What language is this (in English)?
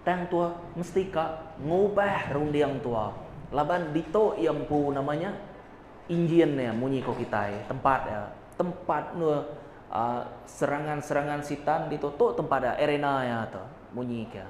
Iban